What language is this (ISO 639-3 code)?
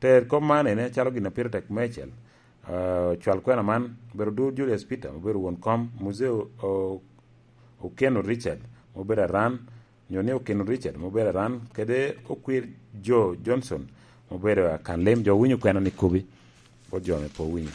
laj